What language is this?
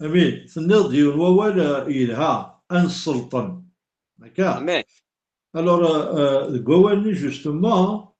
Kabyle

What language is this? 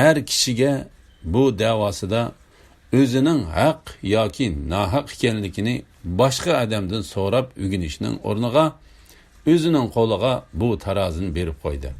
Uyghur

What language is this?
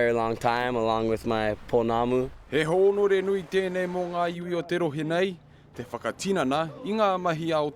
Māori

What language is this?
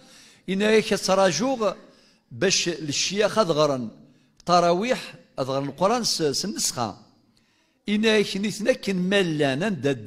Kabyle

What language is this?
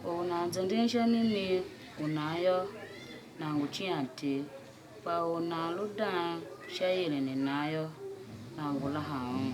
Tiv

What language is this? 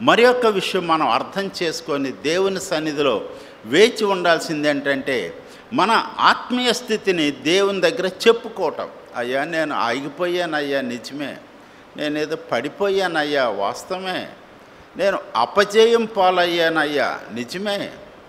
Telugu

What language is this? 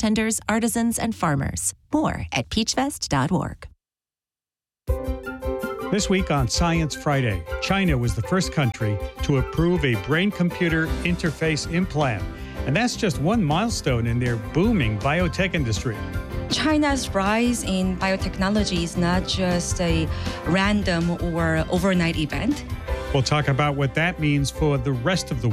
English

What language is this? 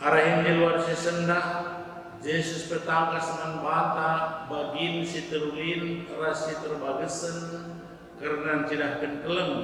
Batak Karo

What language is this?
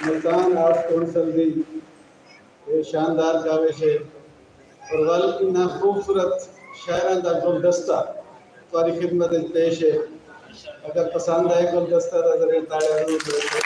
Saraiki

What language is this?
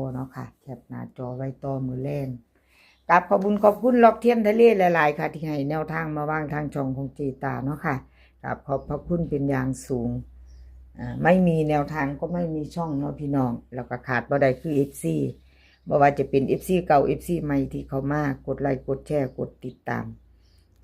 Northeastern Thai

